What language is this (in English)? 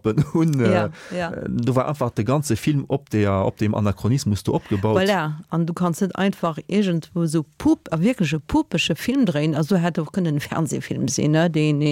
Luxembourgish